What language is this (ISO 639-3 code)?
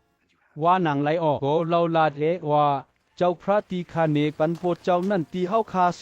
shn